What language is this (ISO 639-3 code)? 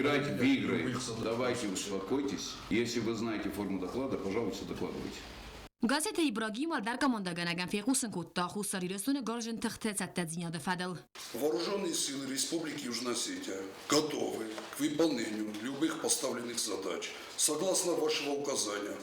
oss